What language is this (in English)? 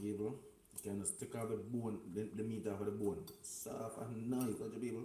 Jamaican Creole English